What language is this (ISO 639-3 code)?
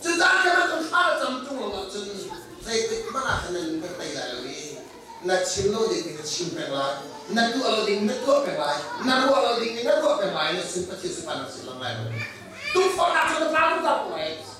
cnh